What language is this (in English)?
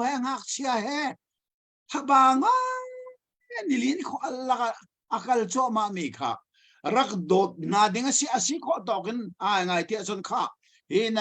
Hakha Chin